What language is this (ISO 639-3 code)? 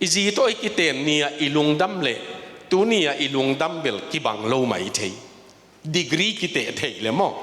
ctd